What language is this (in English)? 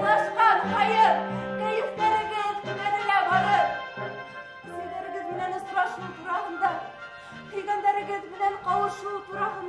Bashkir